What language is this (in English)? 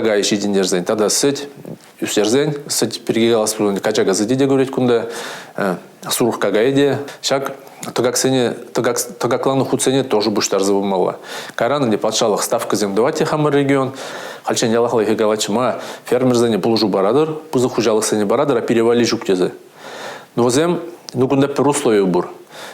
Chuvash